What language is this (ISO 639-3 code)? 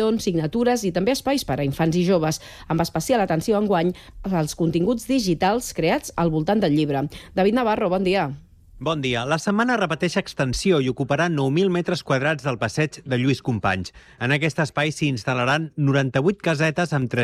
cat